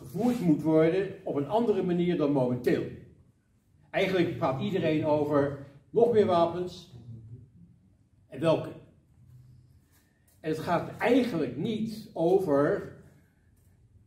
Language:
Dutch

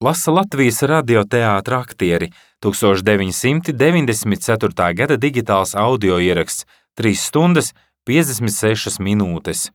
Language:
Latvian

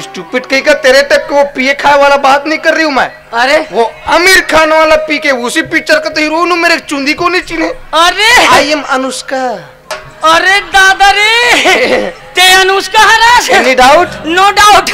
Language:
Chhattisgarhi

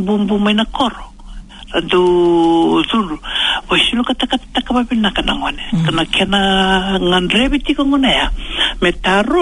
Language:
Fijian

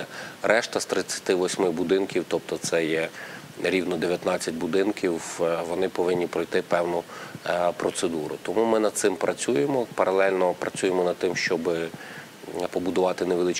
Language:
Ukrainian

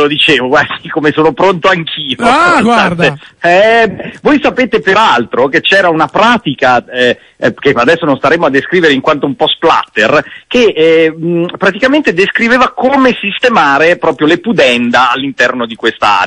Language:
Italian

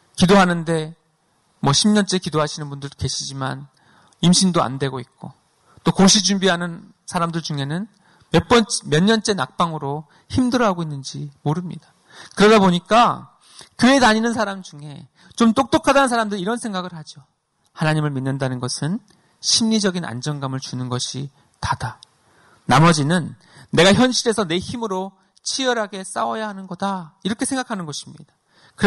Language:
Korean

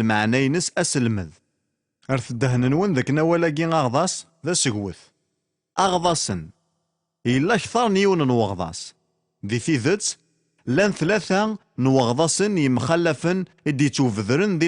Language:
Kabyle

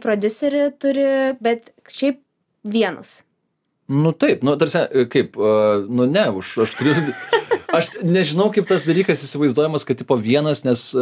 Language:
Lithuanian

